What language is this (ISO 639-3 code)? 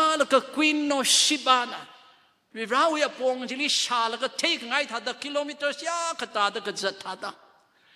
nmf